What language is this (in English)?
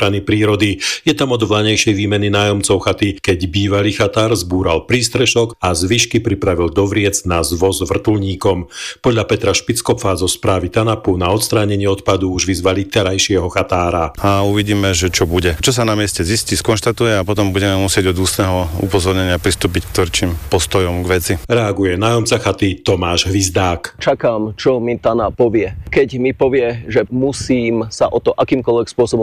Slovak